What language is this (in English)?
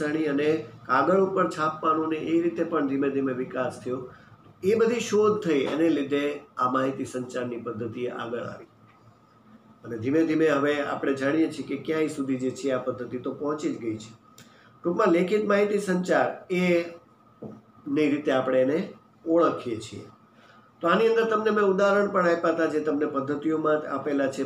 Gujarati